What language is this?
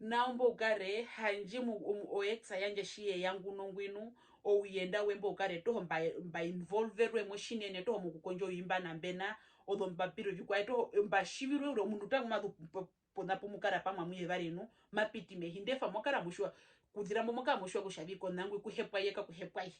Herero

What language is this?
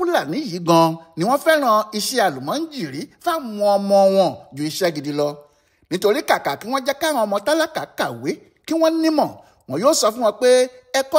Yoruba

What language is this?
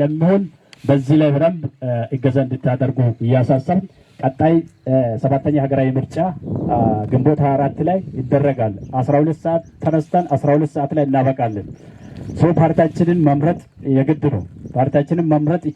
Amharic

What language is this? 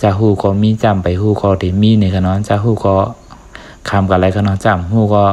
Shan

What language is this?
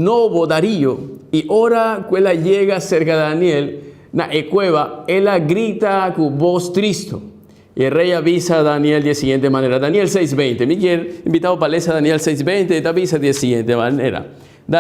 Papiamento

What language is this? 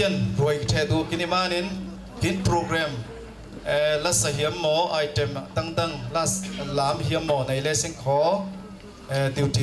Falam Chin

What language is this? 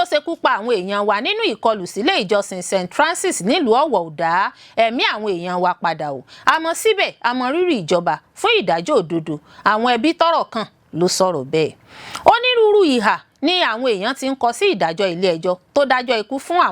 Yoruba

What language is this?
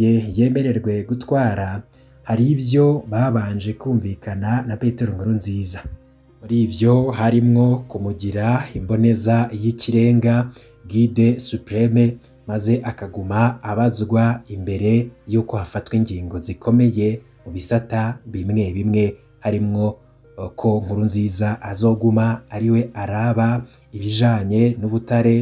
Rundi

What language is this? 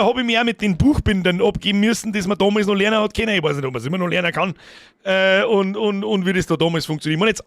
Bavarian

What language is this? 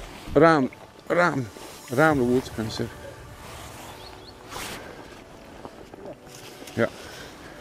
Croatian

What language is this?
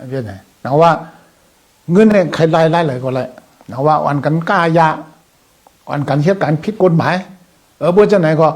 Shan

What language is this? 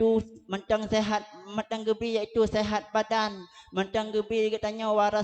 Achinese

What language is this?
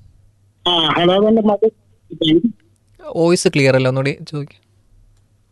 Malayalam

